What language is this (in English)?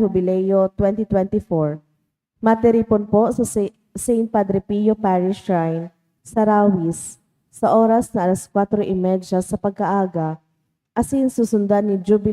Bikol